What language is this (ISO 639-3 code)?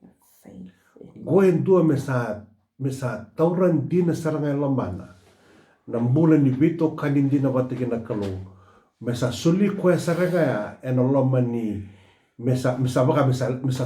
fij